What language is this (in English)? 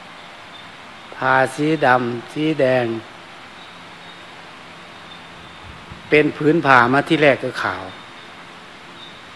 Thai